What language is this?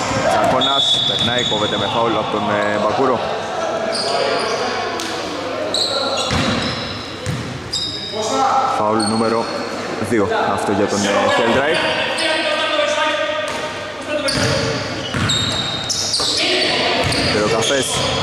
Greek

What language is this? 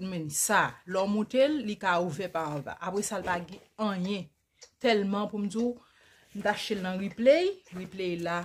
Haitian Creole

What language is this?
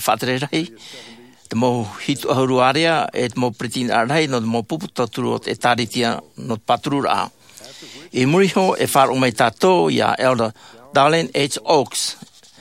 Tahitian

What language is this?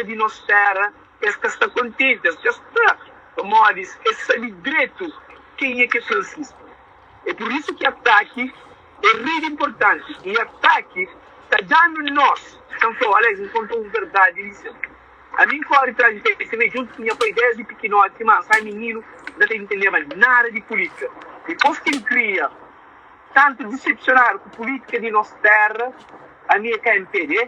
Kabuverdianu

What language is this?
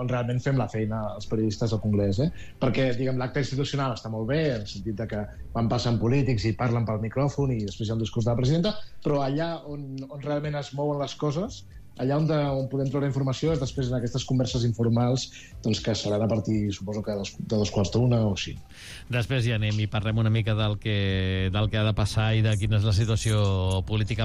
Catalan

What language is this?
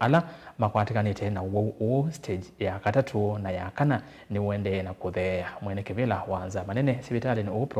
Kamba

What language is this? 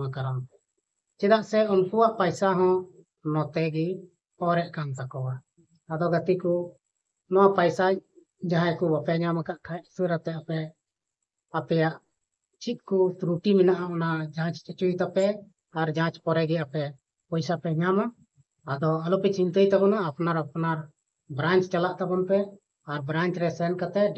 Santali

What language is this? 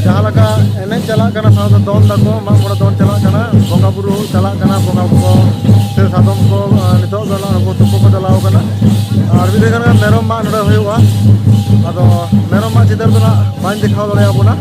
Santali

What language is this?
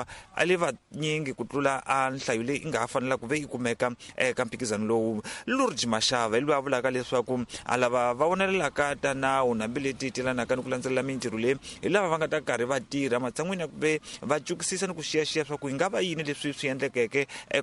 Tsonga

